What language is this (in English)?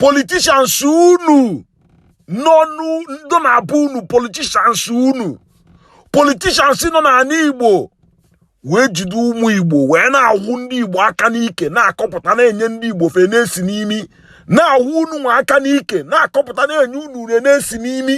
Igbo